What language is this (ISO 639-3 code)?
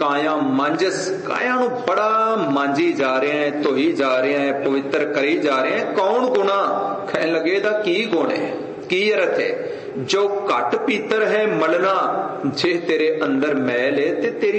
pan